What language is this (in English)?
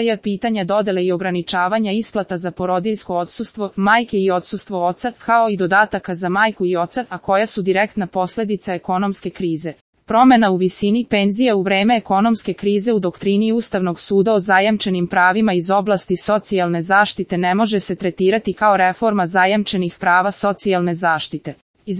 Serbian